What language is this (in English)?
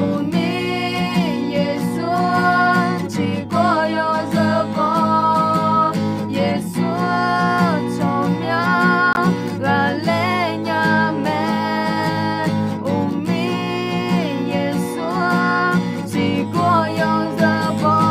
Akha